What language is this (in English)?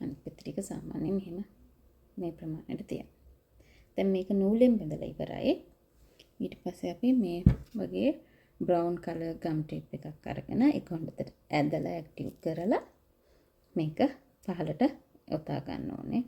Sinhala